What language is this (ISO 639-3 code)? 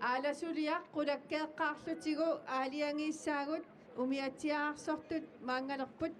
kal